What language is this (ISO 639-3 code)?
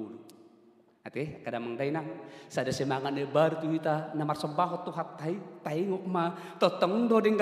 bbc